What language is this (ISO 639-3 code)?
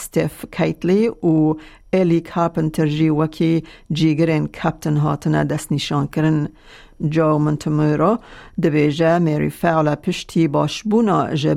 kur